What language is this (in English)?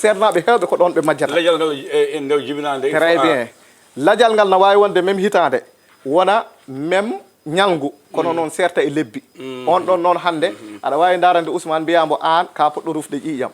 Fula